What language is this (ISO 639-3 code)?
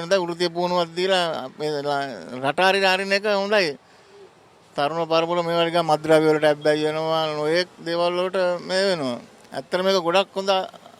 sin